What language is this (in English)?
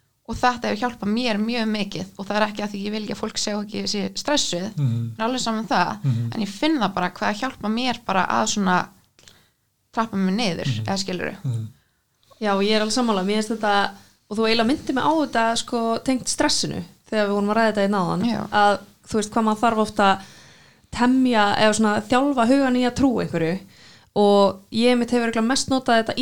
Icelandic